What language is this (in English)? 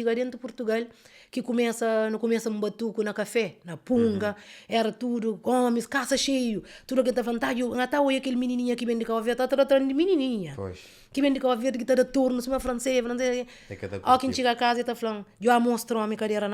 Kabuverdianu